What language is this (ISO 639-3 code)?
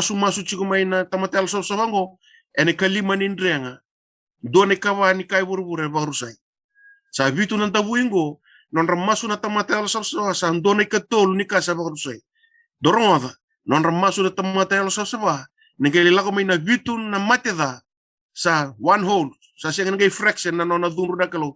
fij